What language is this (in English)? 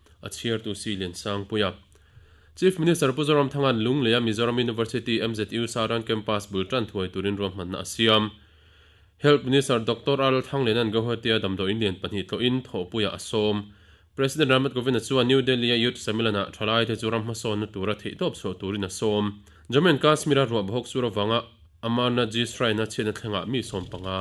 Mizo